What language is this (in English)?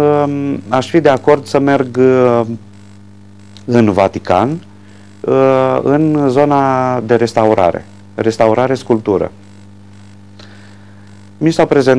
Romanian